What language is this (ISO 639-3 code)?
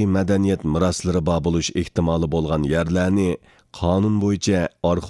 uig